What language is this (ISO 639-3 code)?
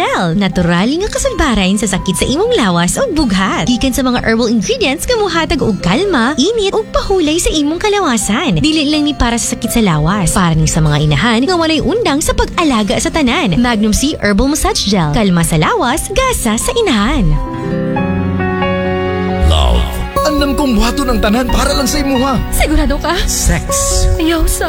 ceb